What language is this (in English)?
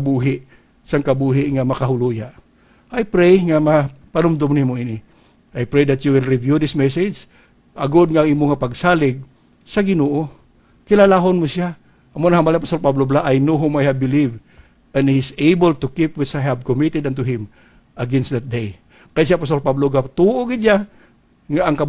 Hiligaynon